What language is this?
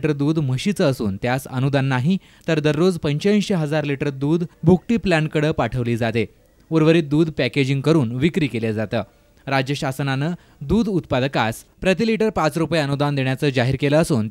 Marathi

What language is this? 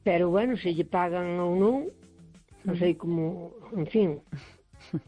Galician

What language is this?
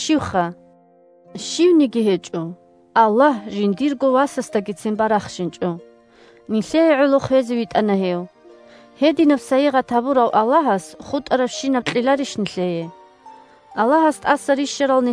Avaric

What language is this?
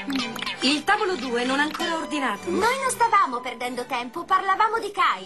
Italian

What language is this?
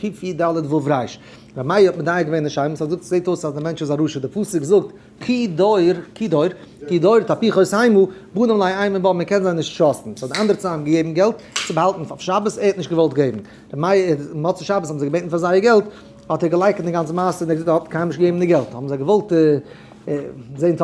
Yiddish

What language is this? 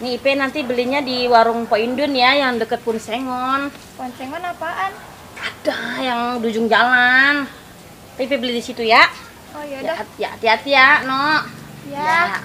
Betawi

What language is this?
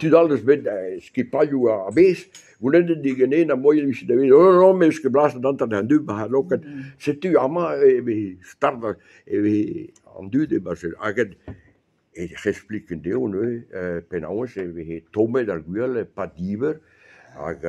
Breton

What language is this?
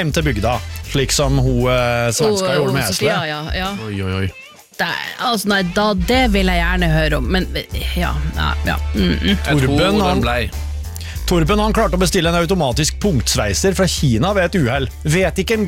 Norwegian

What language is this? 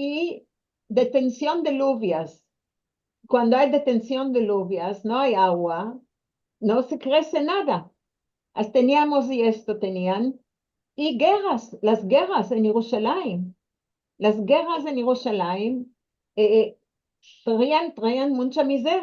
Ladino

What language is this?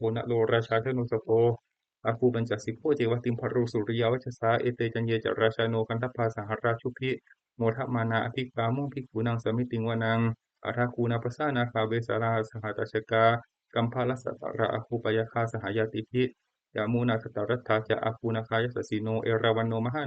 Pali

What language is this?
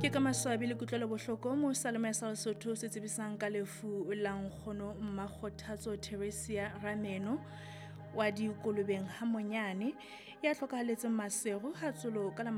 Southern Sotho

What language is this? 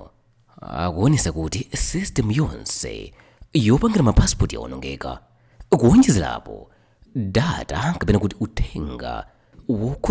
Nyanja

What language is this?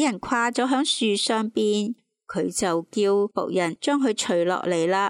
Cantonese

